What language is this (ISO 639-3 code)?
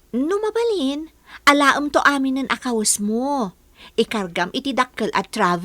ilo